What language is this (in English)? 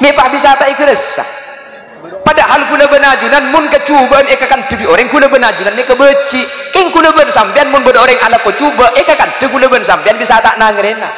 Madurese